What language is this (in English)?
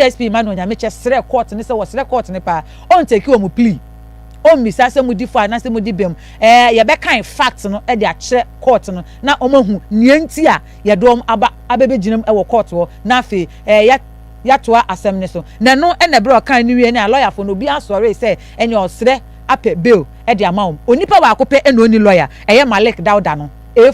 Akan